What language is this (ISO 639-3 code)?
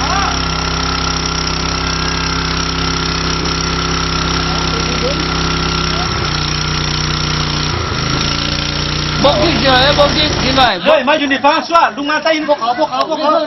lao